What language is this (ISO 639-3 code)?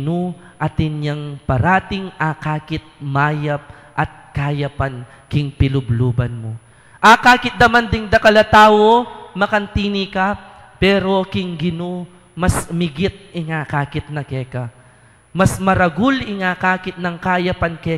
pam